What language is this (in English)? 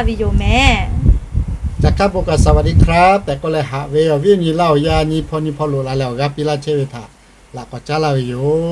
Lahu